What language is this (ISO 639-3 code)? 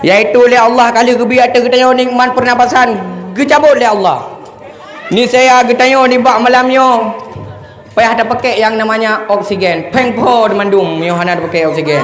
ace